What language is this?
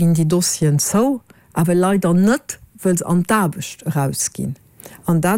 Luxembourgish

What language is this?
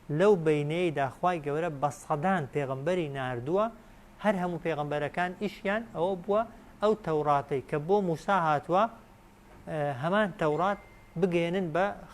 Central Kurdish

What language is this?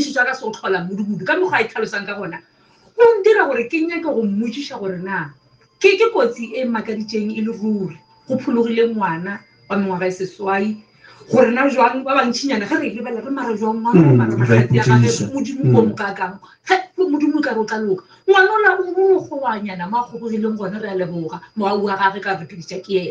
Northern Sotho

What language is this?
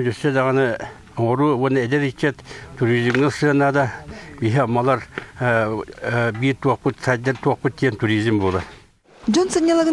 Yakut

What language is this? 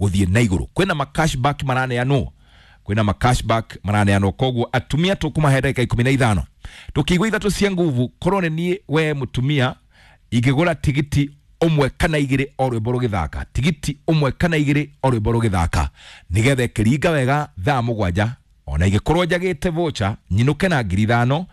Kikuyu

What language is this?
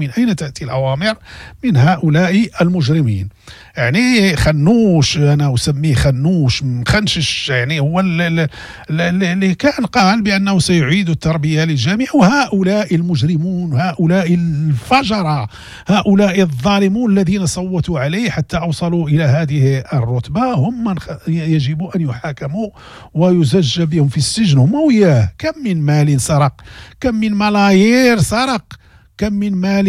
Moroccan Arabic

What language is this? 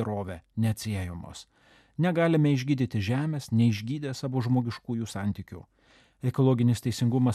Lithuanian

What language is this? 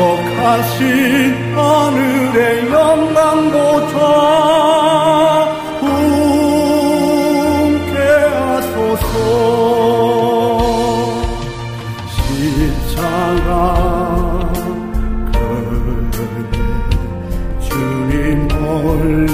Korean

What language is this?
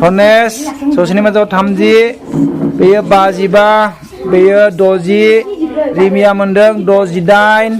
Bodo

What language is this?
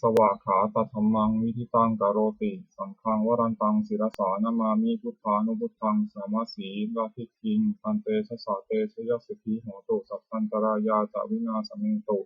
Pali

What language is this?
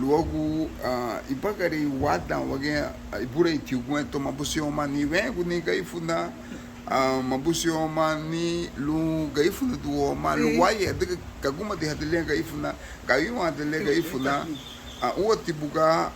Garifuna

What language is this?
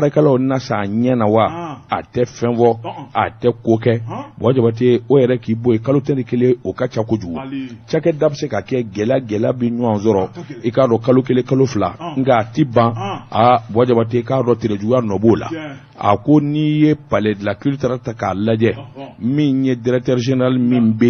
Bambara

